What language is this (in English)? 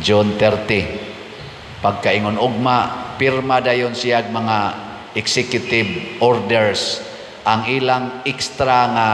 Cebuano